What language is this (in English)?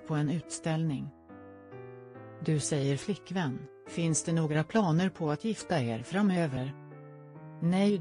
Swedish